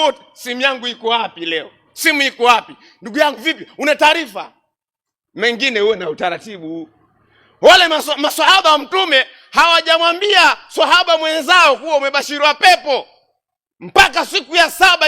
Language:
Swahili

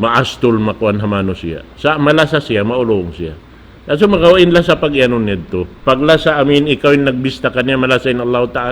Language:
Tausug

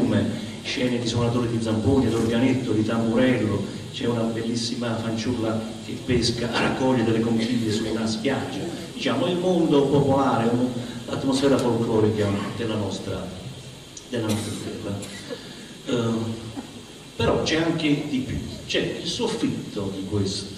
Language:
Italian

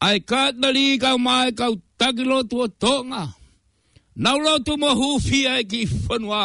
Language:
Tongan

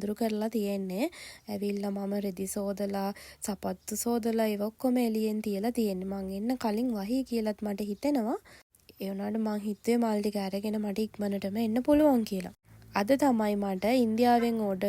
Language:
Sinhala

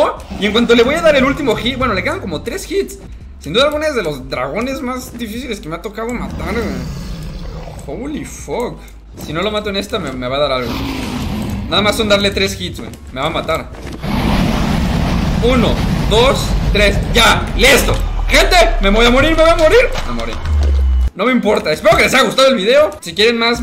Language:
Spanish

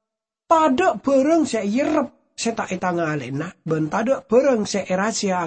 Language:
Madurese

